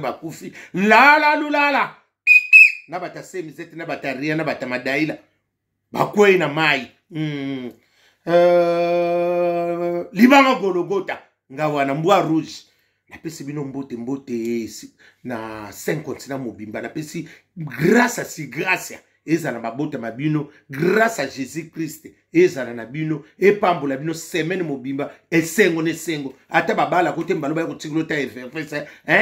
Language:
Lingala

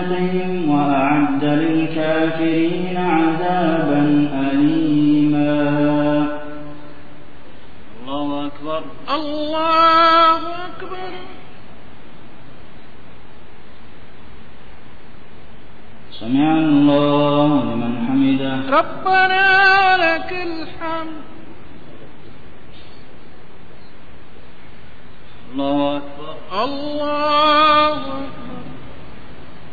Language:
Arabic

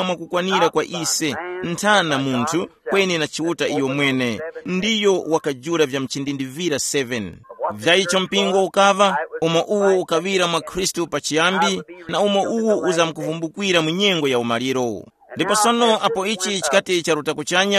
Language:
Tumbuka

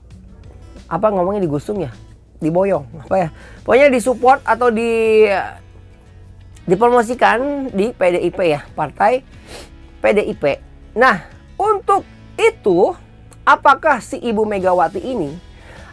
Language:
Indonesian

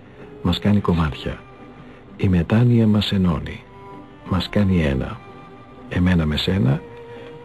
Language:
Greek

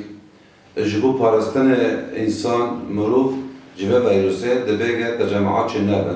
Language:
Kurdish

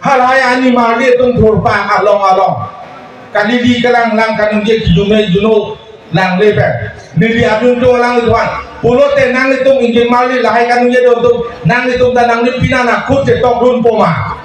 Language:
Karbi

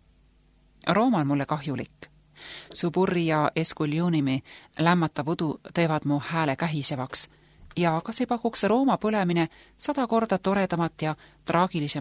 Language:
Estonian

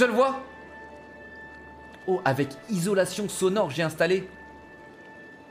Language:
French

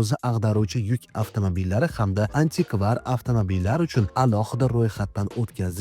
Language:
Uzbek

